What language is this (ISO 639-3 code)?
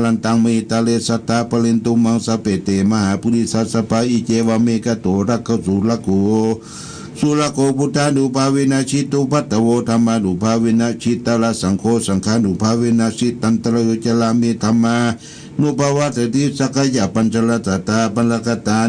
pli